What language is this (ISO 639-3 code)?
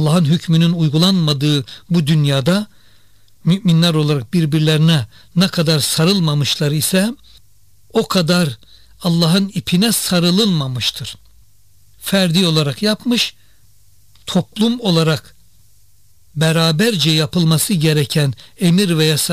tur